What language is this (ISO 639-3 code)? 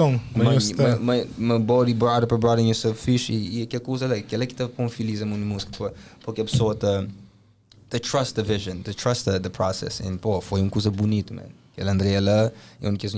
kea